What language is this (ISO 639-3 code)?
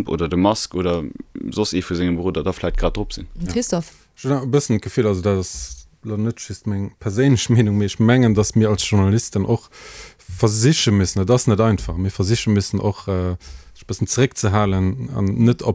ltz